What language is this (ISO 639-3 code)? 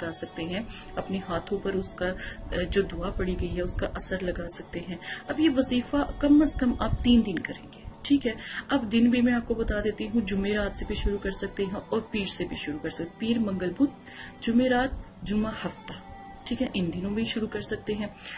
urd